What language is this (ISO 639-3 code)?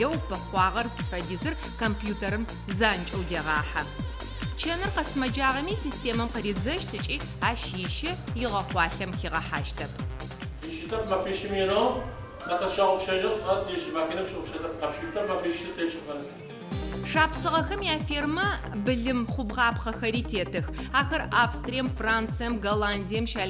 ady